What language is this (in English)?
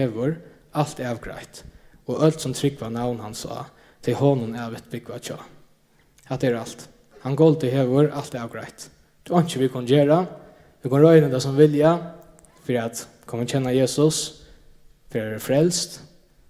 Faroese